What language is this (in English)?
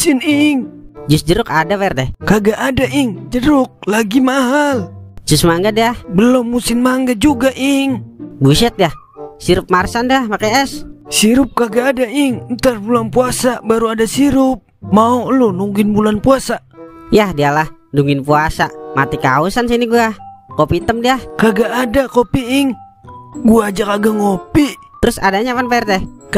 Betawi